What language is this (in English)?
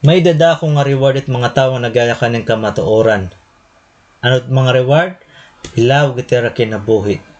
Waray